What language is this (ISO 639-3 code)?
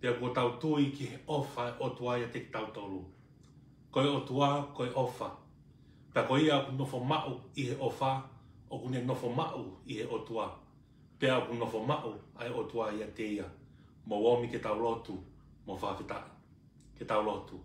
ton